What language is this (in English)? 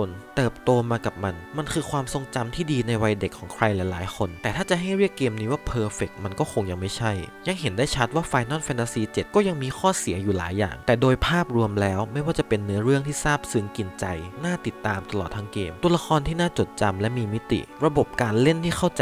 Thai